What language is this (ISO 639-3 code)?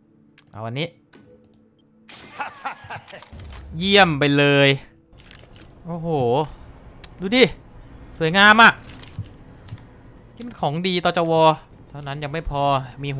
tha